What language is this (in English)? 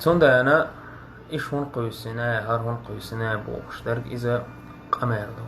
Chechen